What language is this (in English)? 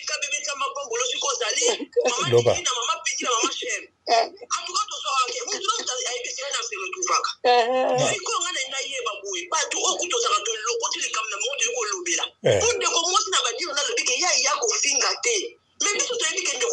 Lingala